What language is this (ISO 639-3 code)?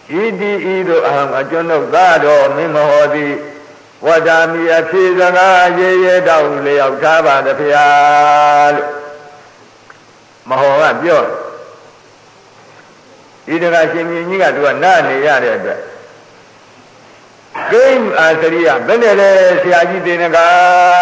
mya